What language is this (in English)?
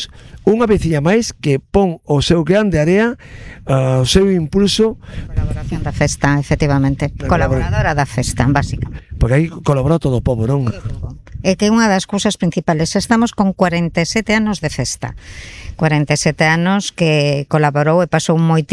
Galician